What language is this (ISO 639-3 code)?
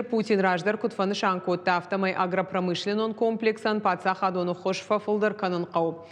oss